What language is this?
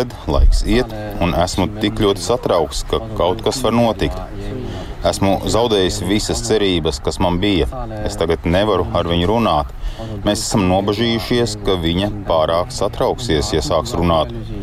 Latvian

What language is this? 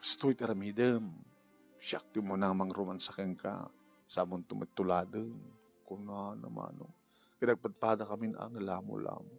Iloko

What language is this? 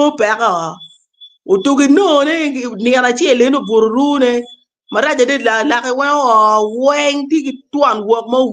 Acoli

